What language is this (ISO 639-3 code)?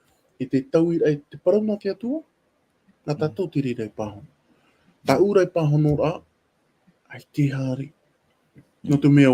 tah